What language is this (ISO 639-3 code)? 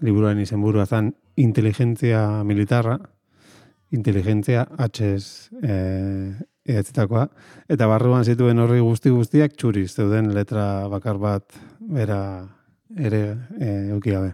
eus